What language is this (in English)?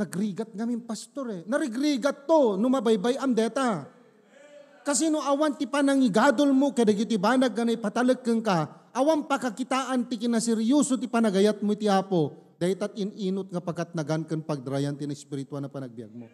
Iloko